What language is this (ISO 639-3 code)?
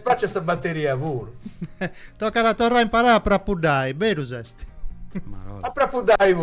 srd